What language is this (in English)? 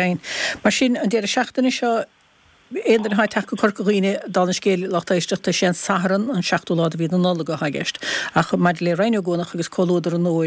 Irish